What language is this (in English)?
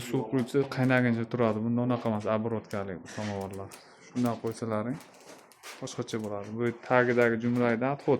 Uzbek